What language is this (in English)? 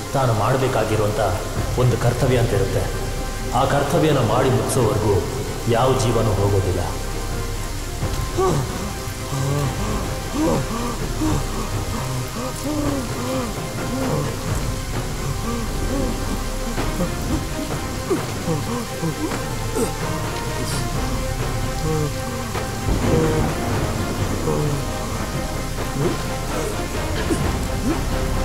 Kannada